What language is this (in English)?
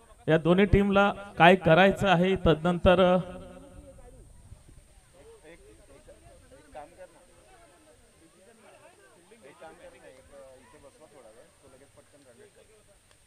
Marathi